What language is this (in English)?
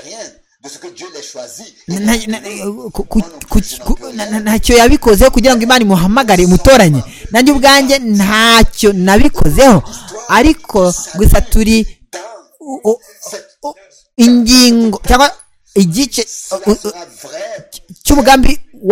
Kinyarwanda